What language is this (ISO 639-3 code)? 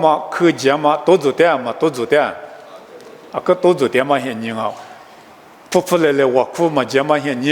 lis